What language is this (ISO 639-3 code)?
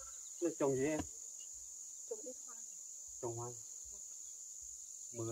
vie